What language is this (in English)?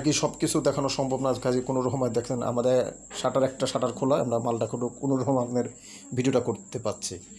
Bangla